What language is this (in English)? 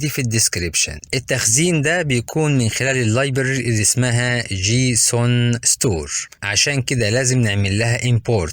Egyptian Arabic